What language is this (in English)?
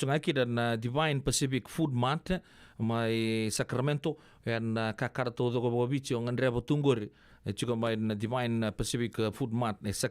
Fijian